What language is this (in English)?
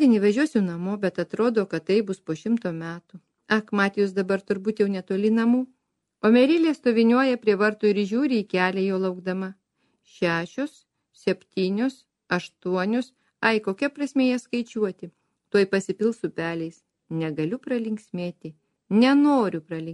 Lithuanian